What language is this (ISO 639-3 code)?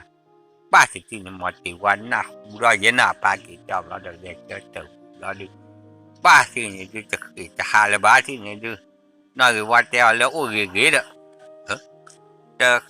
ksw